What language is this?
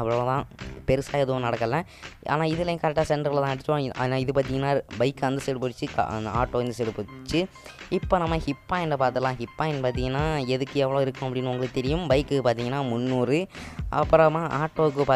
Tamil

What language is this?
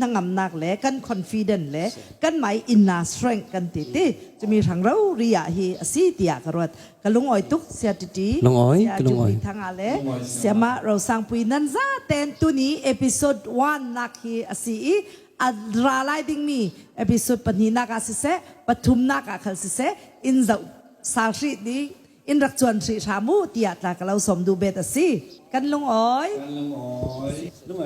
Falam Chin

